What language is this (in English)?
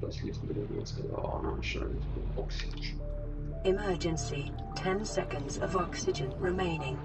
Swiss German